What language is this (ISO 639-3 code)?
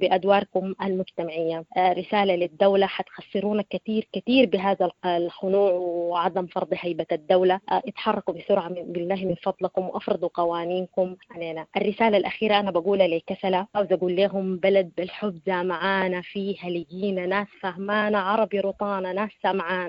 apd